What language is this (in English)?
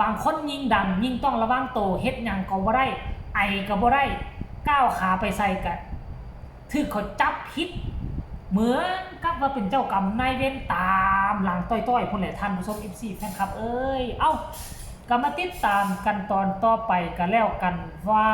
Northeastern Thai